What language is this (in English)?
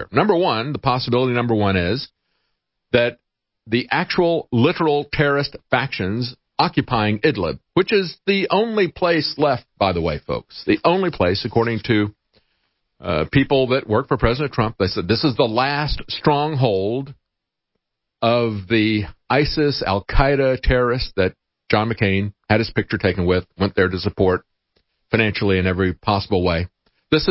English